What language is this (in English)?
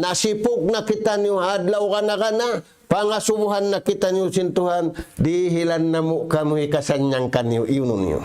Tausug